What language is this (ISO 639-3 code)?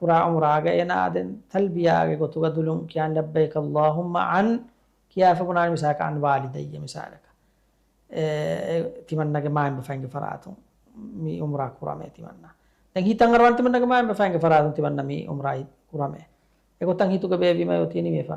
div